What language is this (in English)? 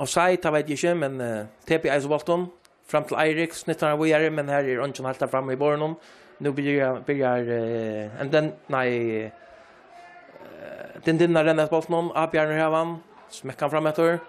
Faroese